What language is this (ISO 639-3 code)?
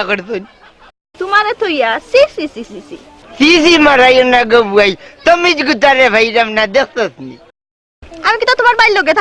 syl